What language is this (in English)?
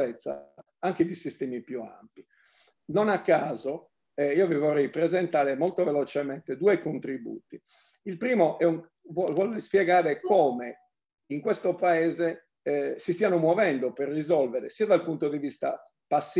Italian